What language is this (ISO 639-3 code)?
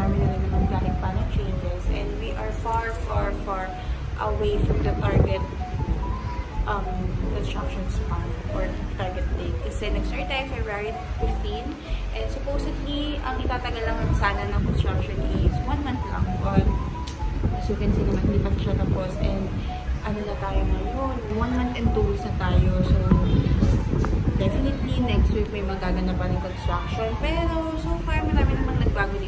fil